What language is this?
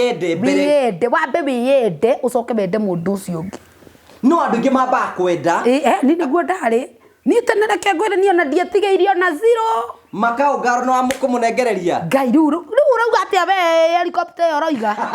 Kikuyu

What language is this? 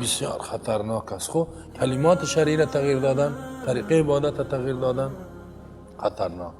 Persian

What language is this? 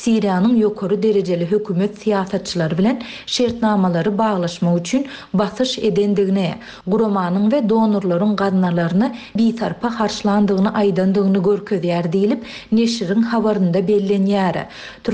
Turkmen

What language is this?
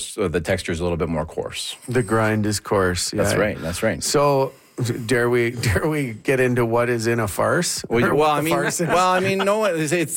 English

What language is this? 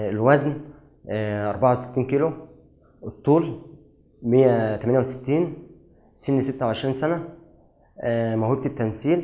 Egyptian Arabic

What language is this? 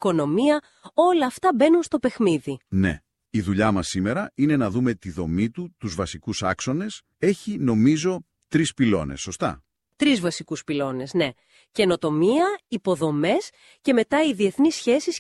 Greek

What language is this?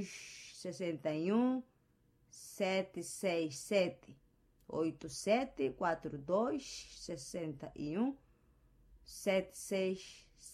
Makhuwa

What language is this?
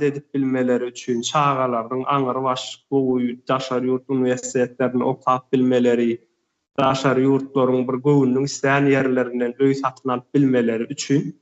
Turkmen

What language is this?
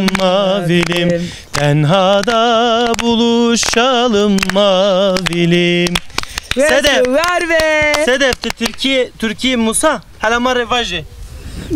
Zaza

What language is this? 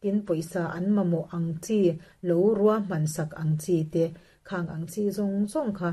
Mizo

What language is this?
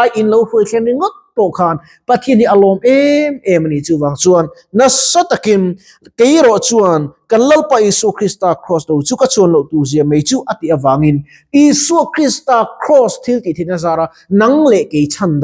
Mizo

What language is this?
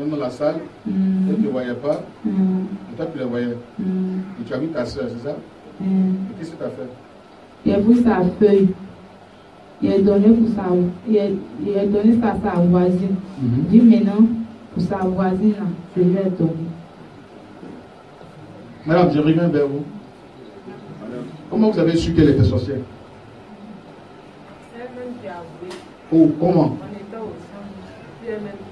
French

